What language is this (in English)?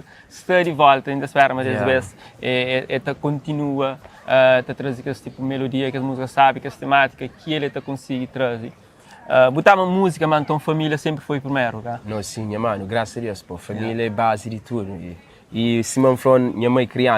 Kabuverdianu